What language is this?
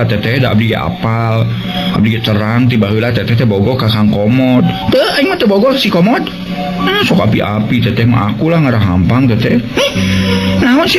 Sundanese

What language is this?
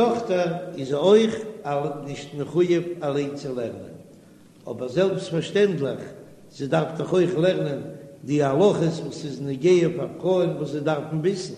Yiddish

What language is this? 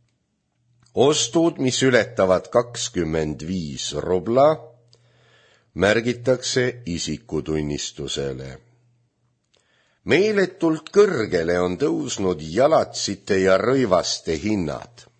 Estonian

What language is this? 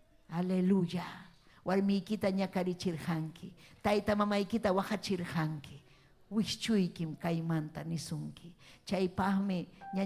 Ayacucho Quechua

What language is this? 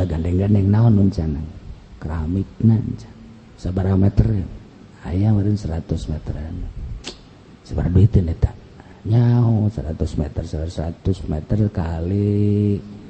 Sundanese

